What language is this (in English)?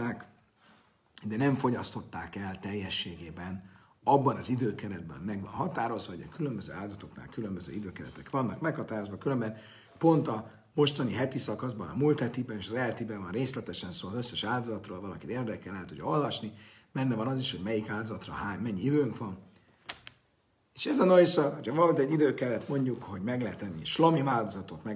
Hungarian